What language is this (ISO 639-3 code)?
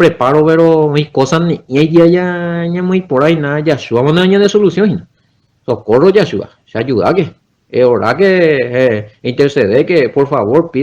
grn